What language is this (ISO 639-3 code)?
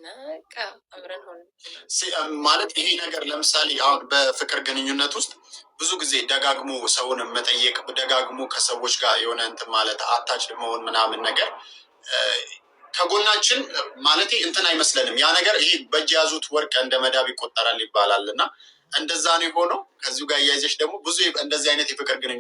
amh